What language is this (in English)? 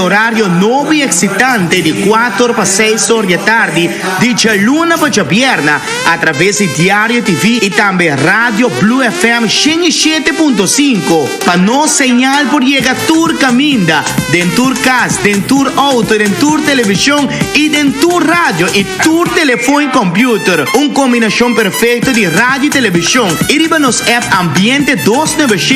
Papiamento